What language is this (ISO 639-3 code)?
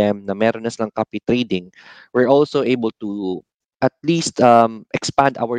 fil